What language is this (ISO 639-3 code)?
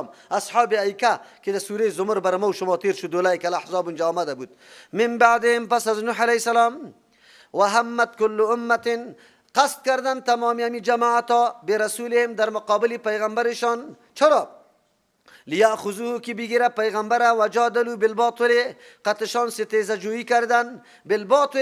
fas